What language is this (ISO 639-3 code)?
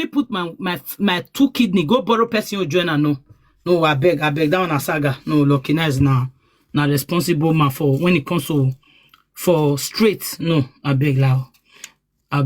pcm